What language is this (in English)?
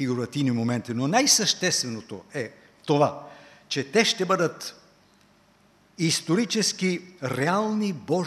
Bulgarian